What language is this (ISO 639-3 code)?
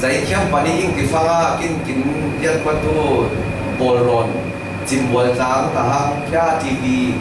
cfm